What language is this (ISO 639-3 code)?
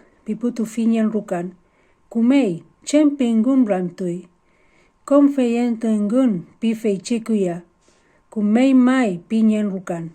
arn